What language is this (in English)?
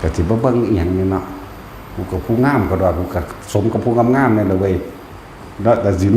Northeastern Thai